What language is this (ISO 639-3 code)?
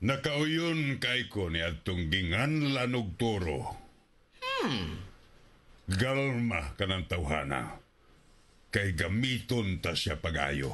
ceb